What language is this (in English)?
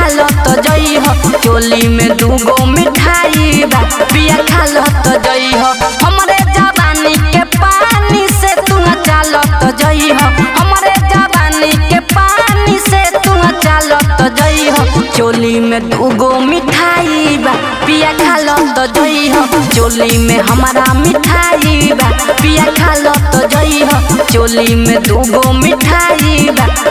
Bhojpuri